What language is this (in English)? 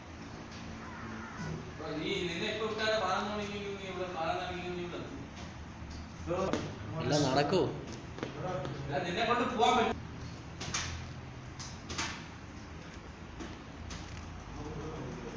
Malayalam